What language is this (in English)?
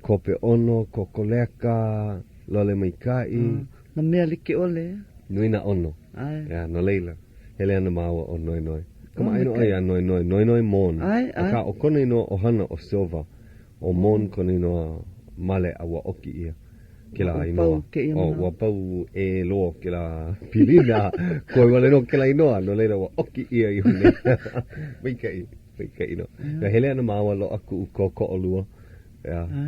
Hawaiian